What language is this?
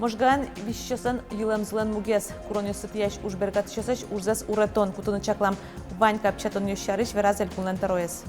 Udmurt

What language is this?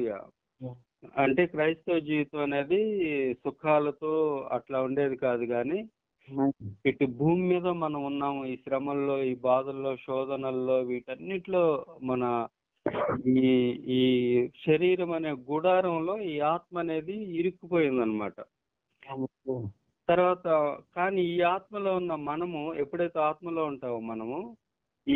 Telugu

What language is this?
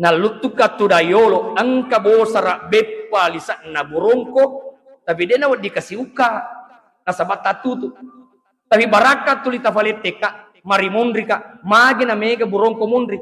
Buginese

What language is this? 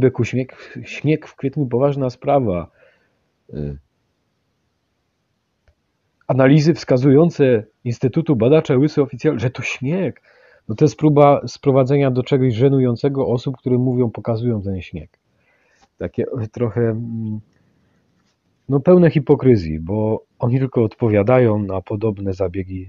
Polish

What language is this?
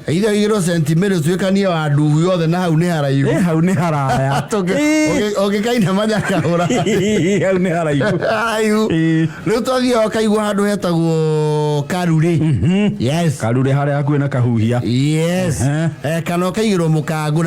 Kikuyu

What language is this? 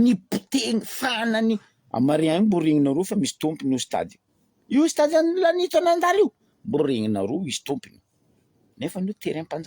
Malagasy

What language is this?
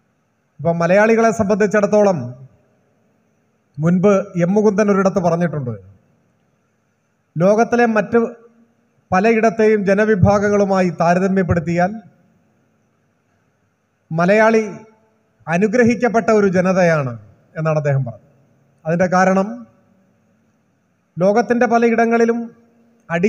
Malayalam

